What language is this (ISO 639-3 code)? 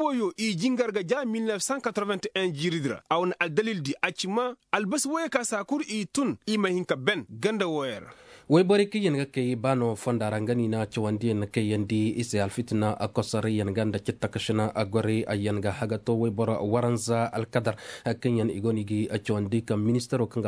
ses